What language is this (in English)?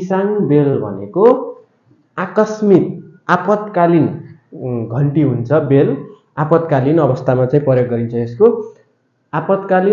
Nepali